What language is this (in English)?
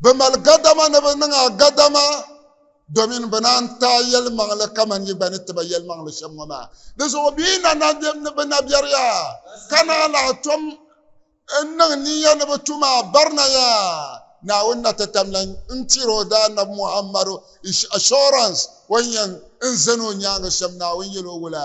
Dagbani